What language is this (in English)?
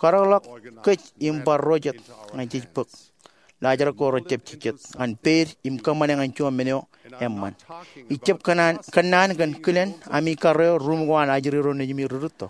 Marshallese